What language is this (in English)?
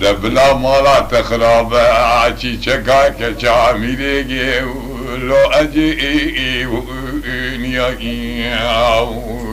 Kurdish